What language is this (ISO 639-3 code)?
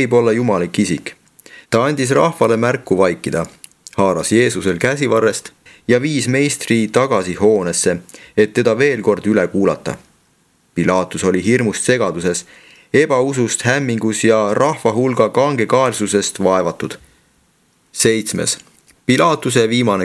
est